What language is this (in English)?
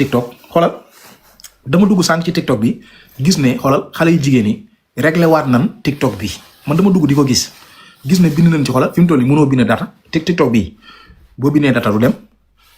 Wolof